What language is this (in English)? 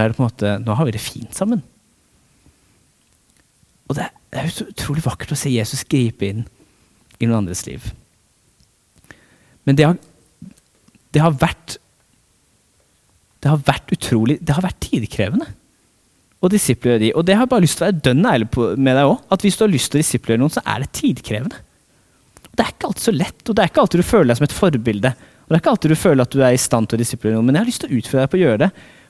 Norwegian